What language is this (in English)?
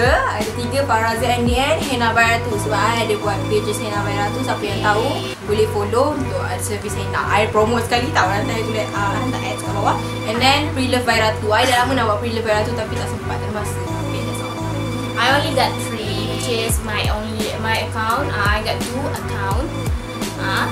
Malay